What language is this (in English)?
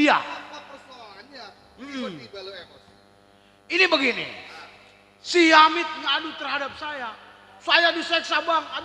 Betawi